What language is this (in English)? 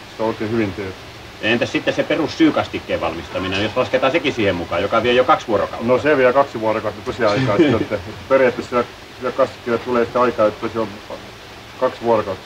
Finnish